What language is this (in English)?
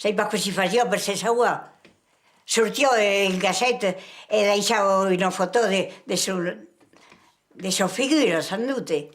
Occitan